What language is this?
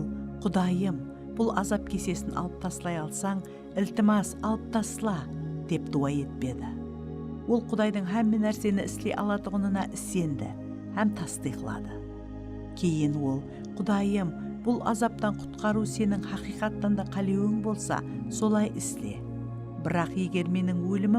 Kara-Kalpak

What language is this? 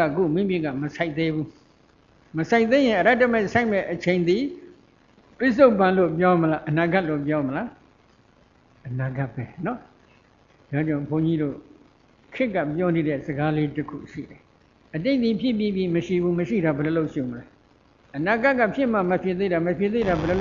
Burmese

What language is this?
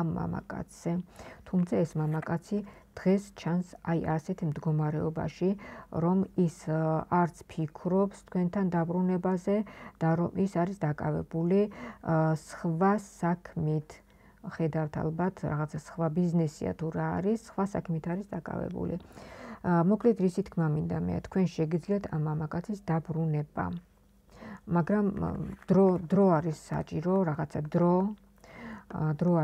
Georgian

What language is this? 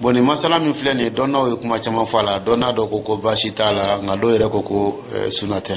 Dyula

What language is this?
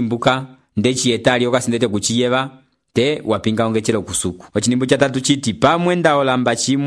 Umbundu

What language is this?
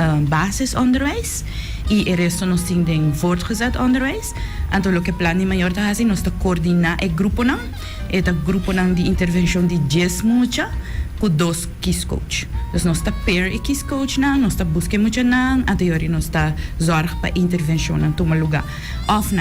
Papiamento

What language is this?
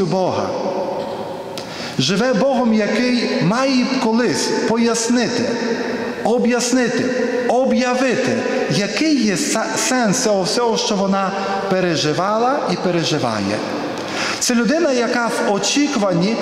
Ukrainian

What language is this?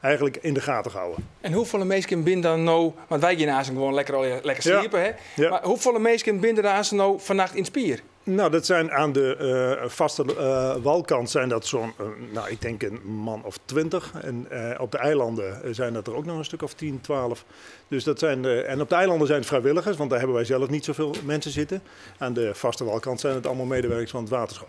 Western Frisian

